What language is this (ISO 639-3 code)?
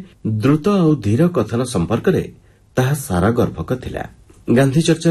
ori